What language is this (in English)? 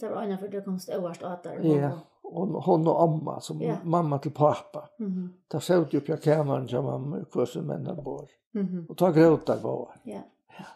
Faroese